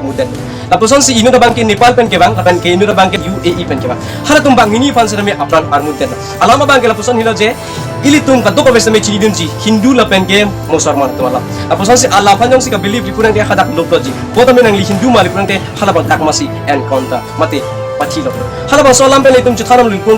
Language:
Karbi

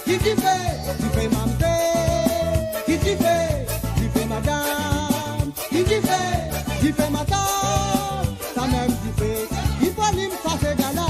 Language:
Morisyen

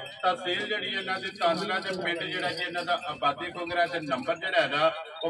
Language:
Punjabi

